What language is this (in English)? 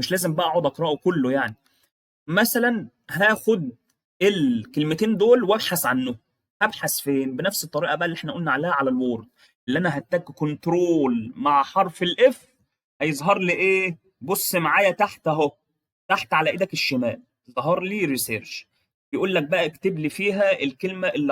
Egyptian Arabic